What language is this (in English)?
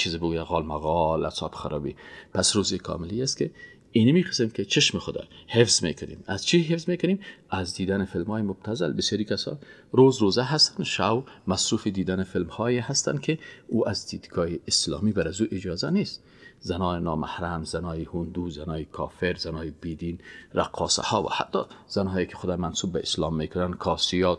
Persian